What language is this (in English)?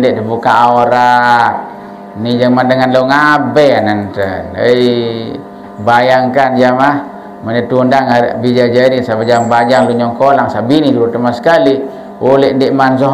Sasak